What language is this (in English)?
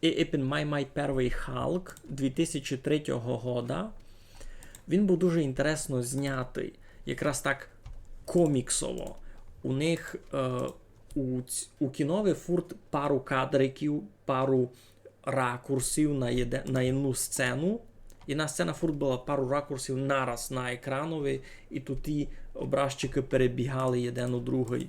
Rusyn